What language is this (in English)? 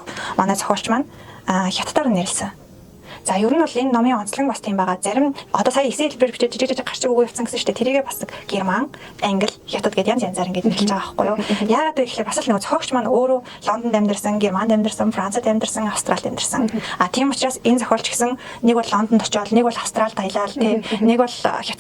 Mongolian